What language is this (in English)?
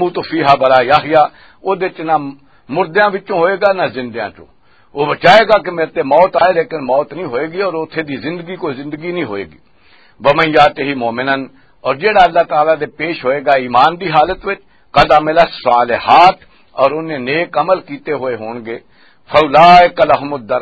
Western Panjabi